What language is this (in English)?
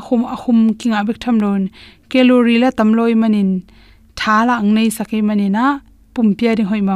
Tedim Chin